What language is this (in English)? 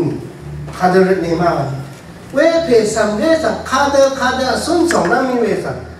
Rawang